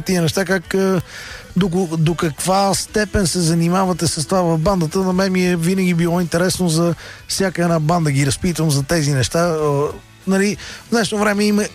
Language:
Bulgarian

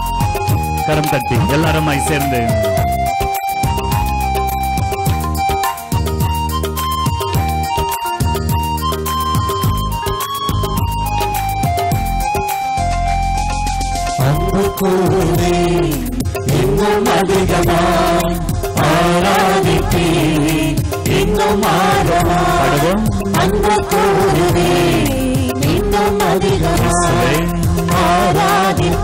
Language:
Tamil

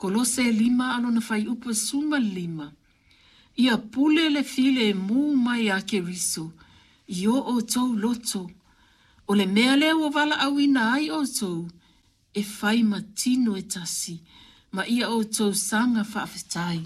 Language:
Samoan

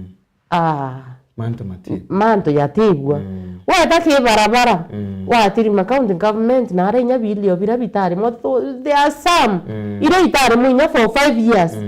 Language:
Meru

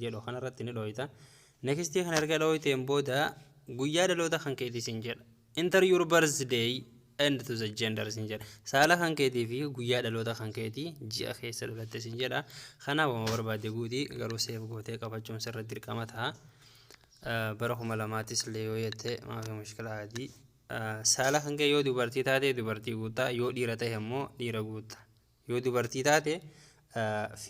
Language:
Oromo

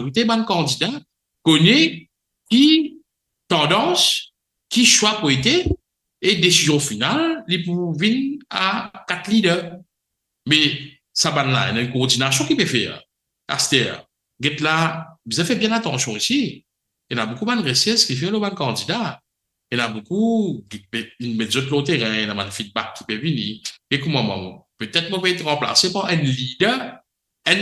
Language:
Morisyen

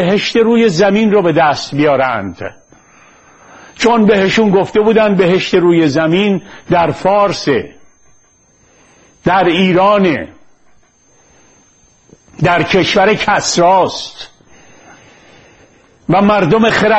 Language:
Persian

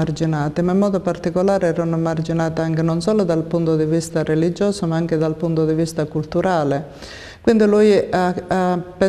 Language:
Italian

